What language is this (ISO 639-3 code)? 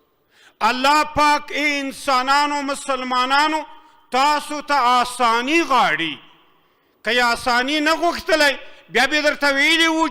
pus